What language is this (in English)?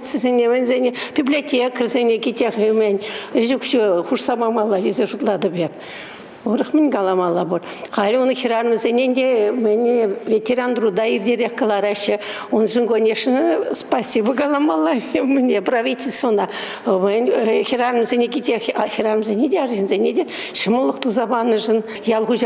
Chuvash